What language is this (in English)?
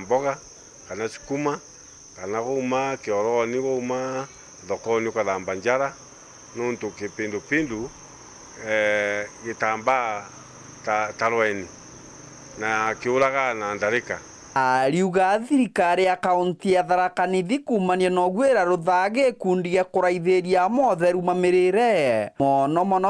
Meru